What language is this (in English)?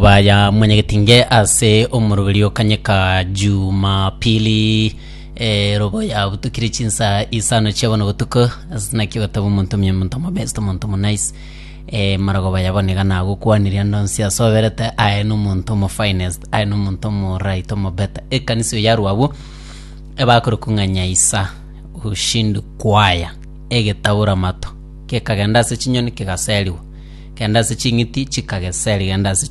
Gusii